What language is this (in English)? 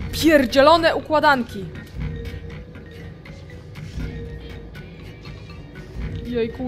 Polish